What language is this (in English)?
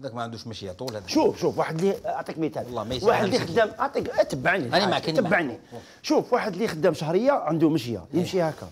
Algerian Arabic